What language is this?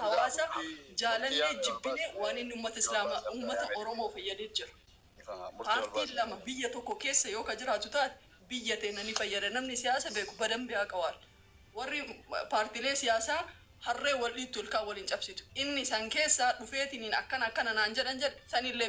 Oromo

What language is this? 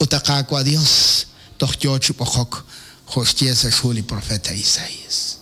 Kekchí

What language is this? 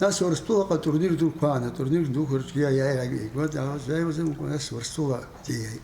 Abkhazian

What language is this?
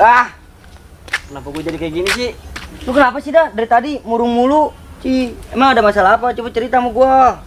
Betawi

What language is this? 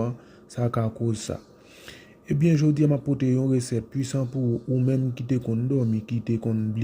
Haitian Creole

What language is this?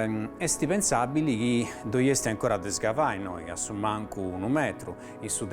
Sardinian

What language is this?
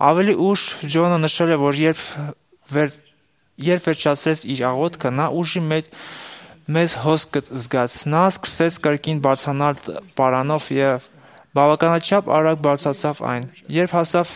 Armenian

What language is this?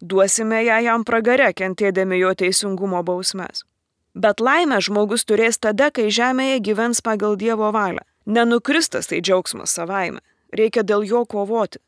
Lithuanian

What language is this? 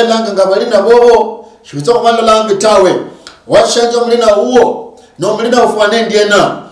Luyia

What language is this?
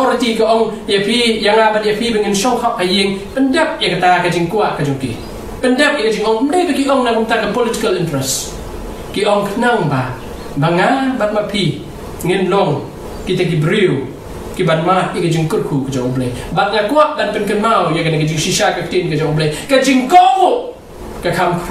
Khasi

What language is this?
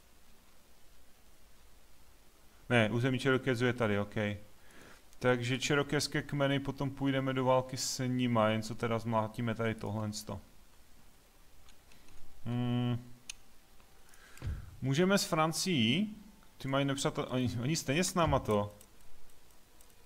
Czech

